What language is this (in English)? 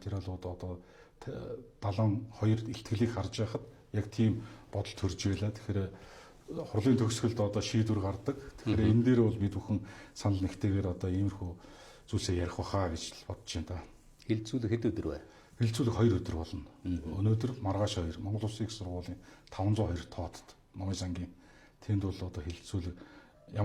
Mongolian